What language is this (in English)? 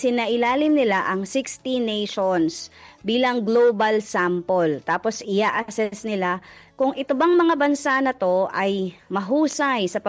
Filipino